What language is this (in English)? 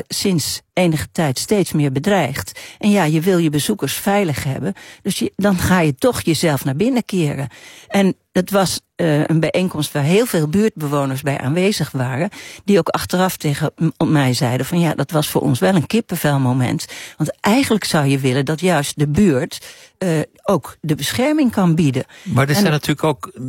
Dutch